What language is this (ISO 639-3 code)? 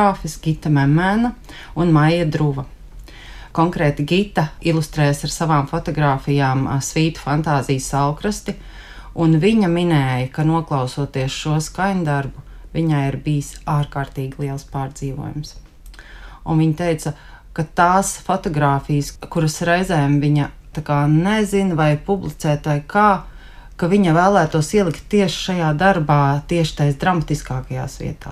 lav